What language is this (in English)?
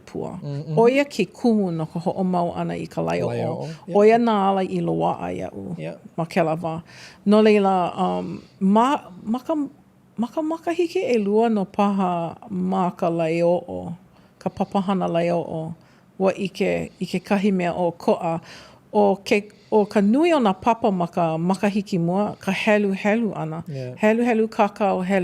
Hawaiian